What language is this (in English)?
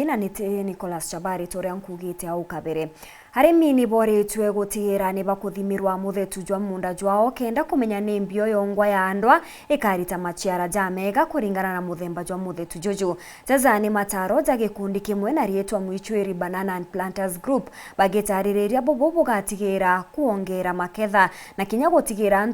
Meru